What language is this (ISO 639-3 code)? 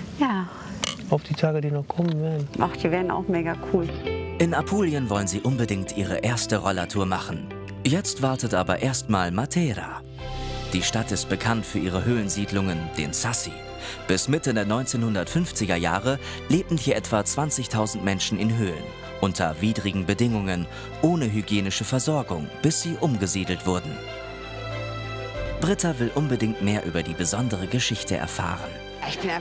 deu